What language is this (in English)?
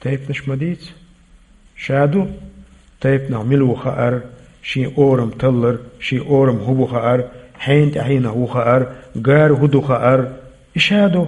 Chechen